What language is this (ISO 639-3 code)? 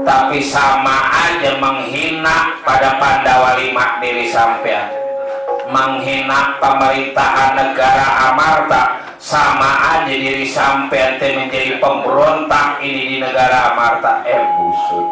bew